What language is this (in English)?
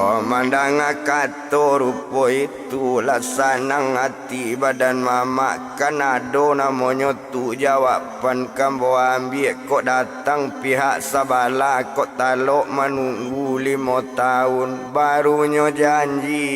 Minangkabau